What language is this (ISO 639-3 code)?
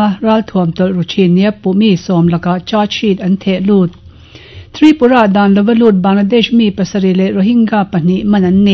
lus